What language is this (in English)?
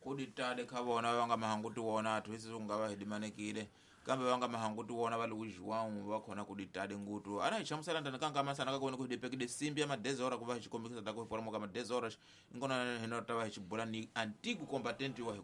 Tsonga